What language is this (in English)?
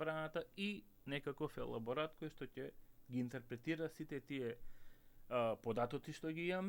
Macedonian